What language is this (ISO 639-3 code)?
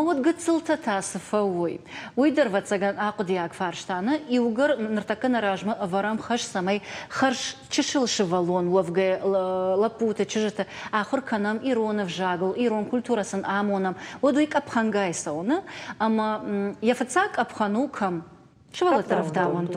oss